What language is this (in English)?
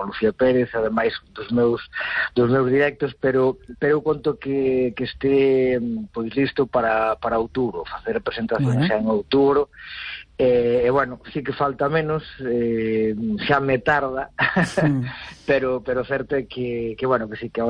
Galician